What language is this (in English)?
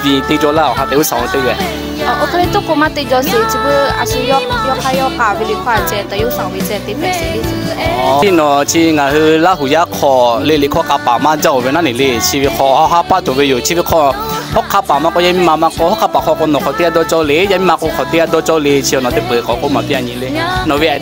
Lahu